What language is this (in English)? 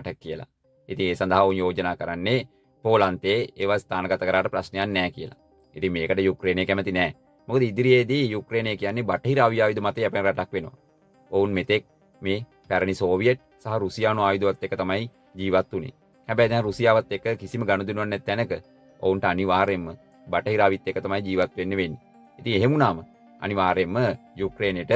Sinhala